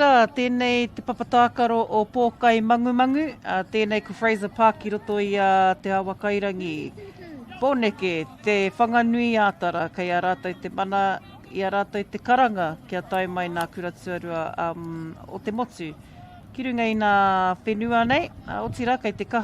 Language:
Māori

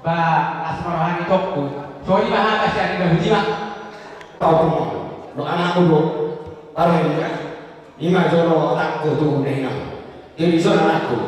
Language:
Batak Toba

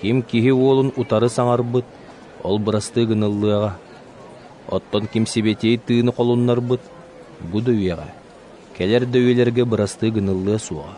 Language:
Yakut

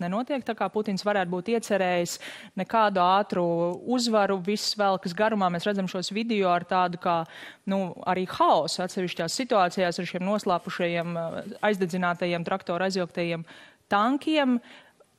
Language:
Latvian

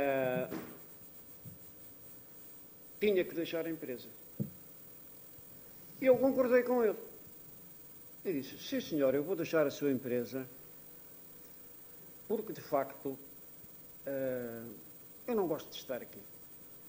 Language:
Portuguese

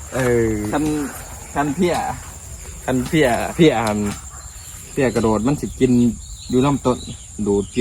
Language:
Northeastern Thai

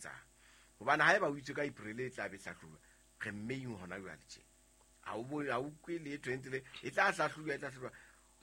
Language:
Southern Sotho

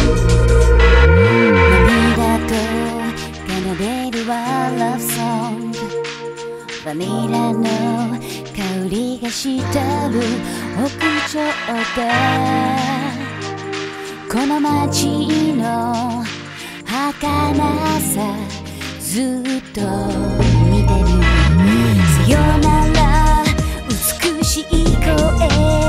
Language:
Japanese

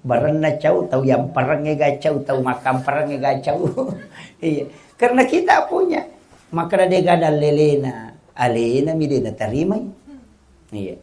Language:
Buginese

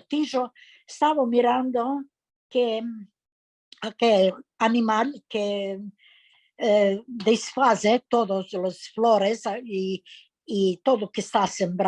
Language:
Ladino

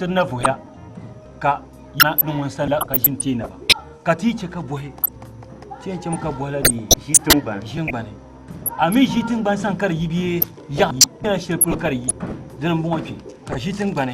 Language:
Dagbani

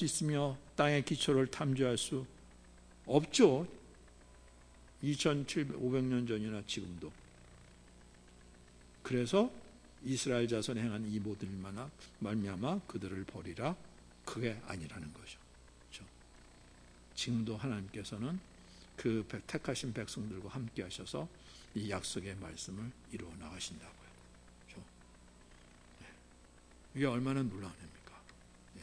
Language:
Korean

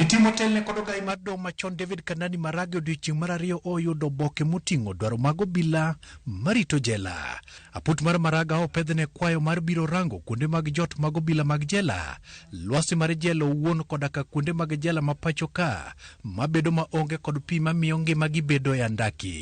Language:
Luo (Kenya and Tanzania)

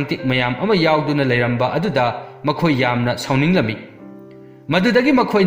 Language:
Manipuri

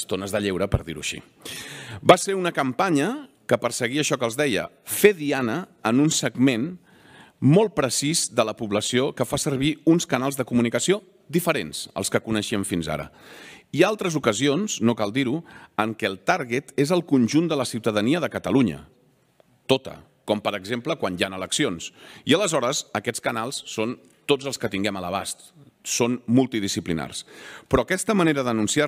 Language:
Catalan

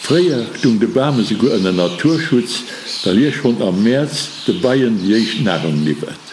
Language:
Luxembourgish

